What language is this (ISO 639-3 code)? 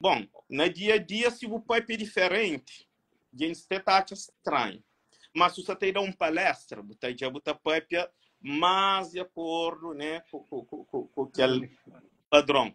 kea